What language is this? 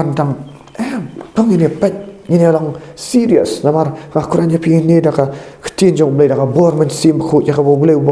Khasi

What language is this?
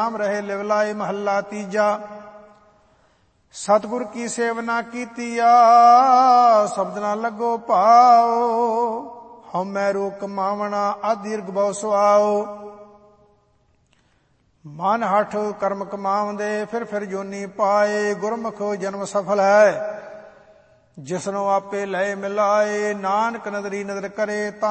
Punjabi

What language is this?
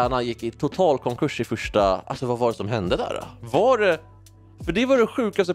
Swedish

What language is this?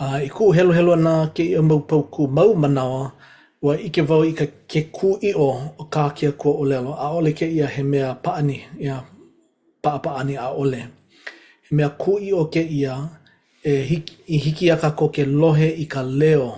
Hawaiian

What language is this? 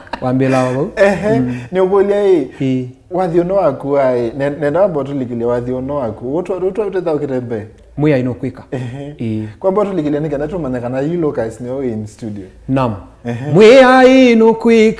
Kamba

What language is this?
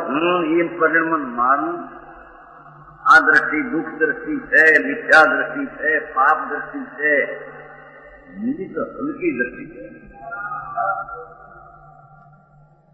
Gujarati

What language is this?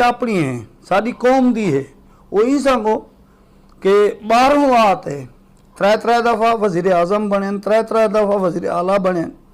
Saraiki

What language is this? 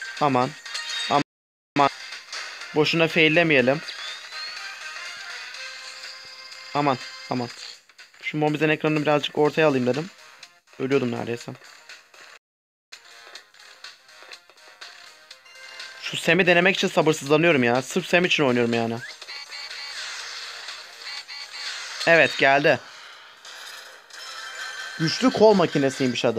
Turkish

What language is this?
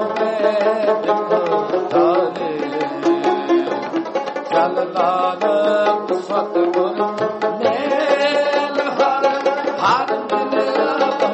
Punjabi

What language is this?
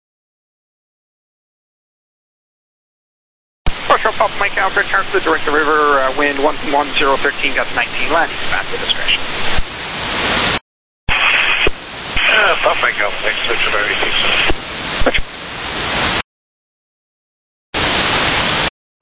English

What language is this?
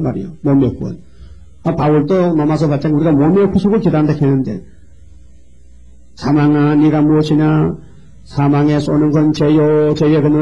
Korean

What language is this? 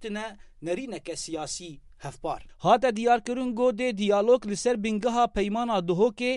Kurdish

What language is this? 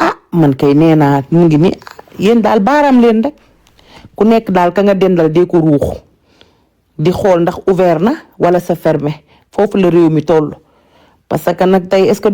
Wolof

